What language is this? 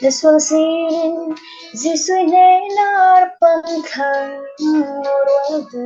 Falam Chin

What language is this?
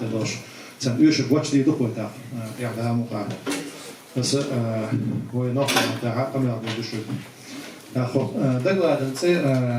Chechen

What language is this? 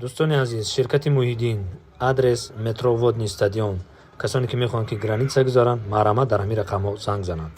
Tajik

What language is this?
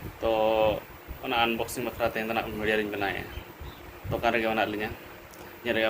Santali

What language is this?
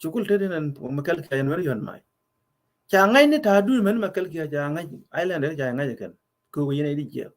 Nuer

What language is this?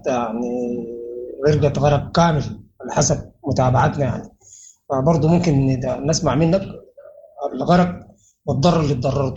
Sudanese Arabic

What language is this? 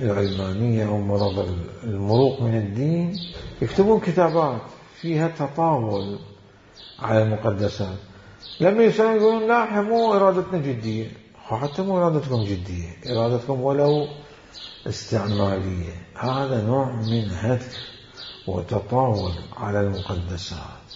Mesopotamian Arabic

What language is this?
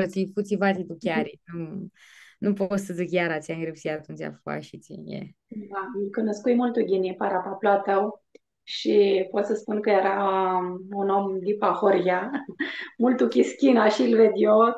Aromanian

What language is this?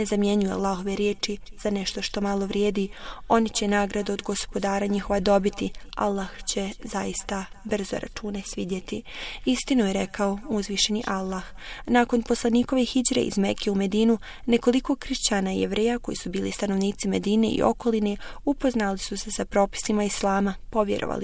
Bosnian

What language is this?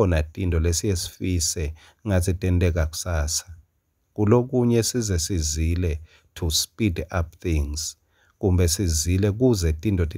Swati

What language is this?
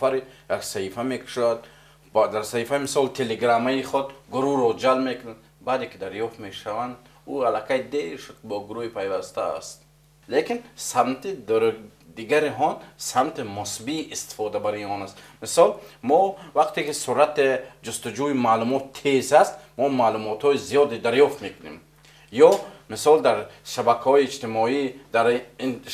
Tajik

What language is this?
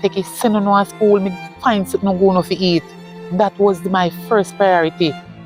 Jamaican Creole English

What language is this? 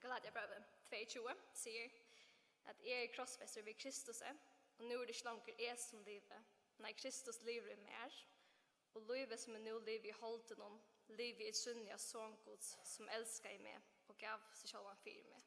Faroese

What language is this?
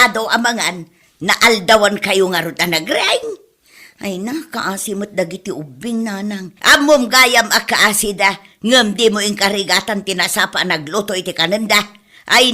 Iloko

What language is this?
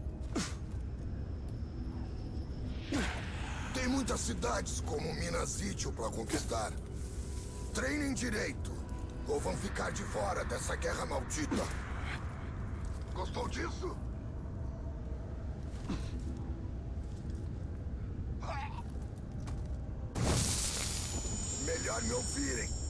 Portuguese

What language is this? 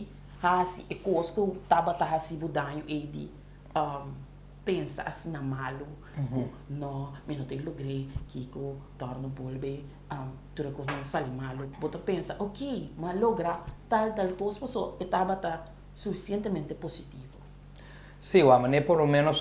Papiamento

